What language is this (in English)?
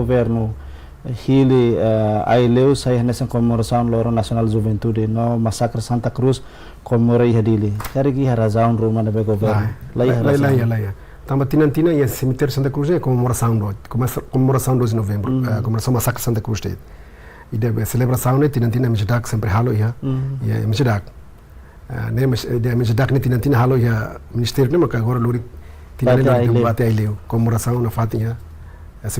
Tetum